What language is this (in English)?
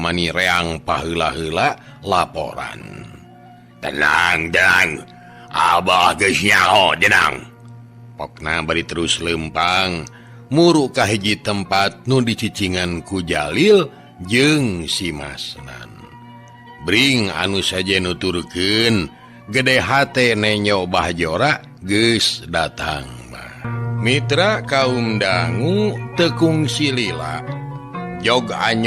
Sundanese